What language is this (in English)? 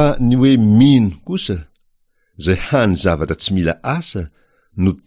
Malagasy